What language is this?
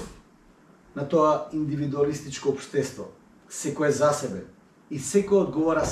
Macedonian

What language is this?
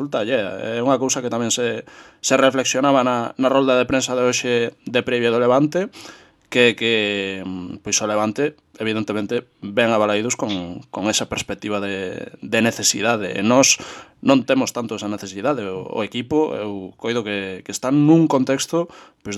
Galician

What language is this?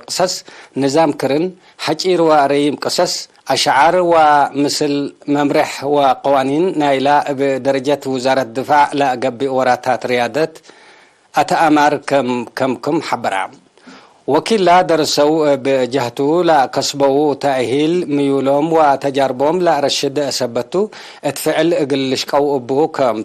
Tigre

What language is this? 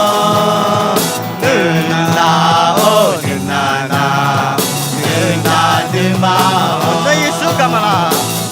Akha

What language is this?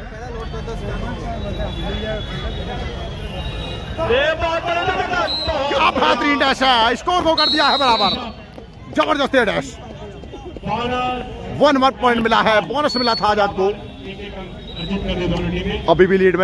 Hindi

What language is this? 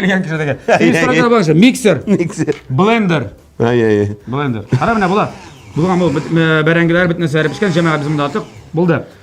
Tatar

